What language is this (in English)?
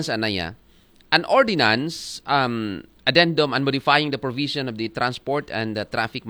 Aklanon